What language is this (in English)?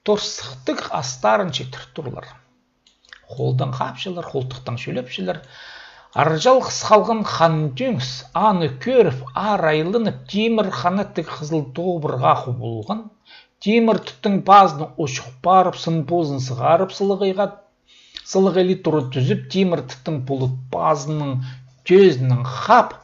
Khakas